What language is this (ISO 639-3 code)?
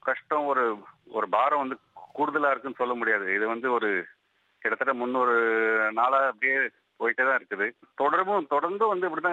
tam